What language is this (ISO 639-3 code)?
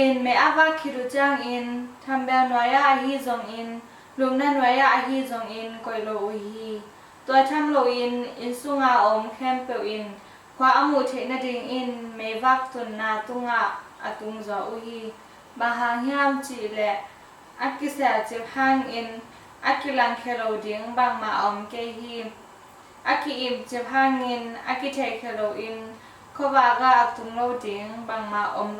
ctd